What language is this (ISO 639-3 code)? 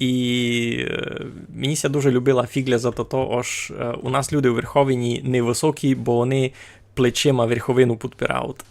rue